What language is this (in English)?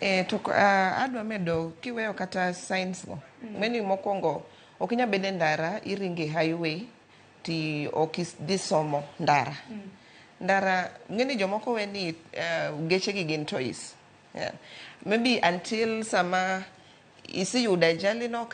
Luo (Kenya and Tanzania)